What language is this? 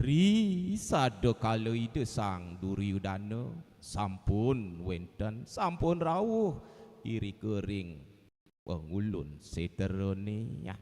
Balinese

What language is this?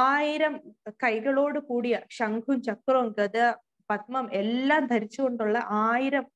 Malayalam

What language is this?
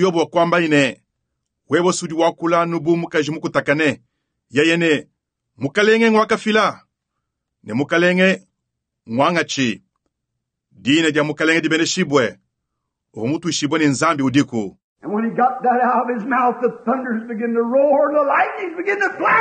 Luba-Lulua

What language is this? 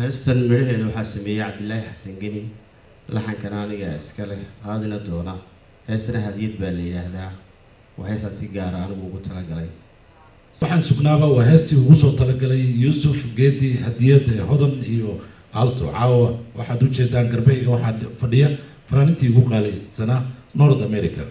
Somali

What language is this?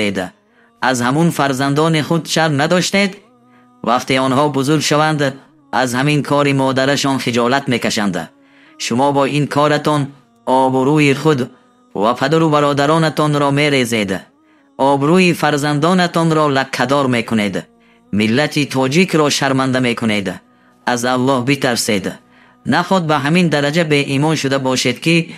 Tajik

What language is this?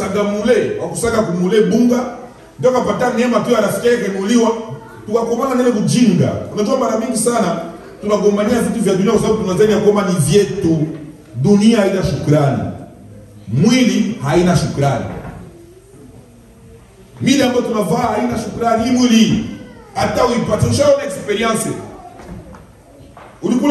Swahili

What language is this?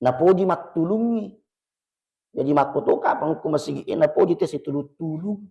Buginese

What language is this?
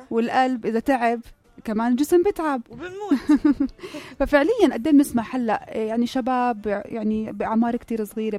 North Levantine Arabic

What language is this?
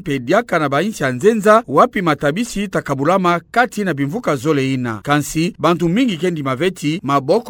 Kituba (Democratic Republic of Congo)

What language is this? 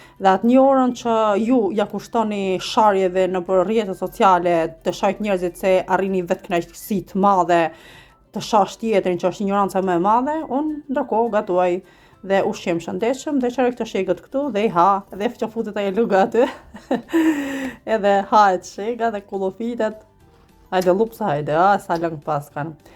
Albanian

